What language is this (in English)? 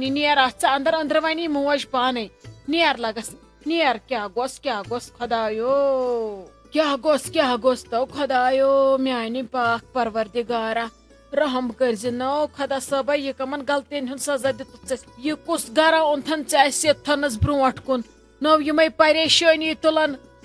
Kashmiri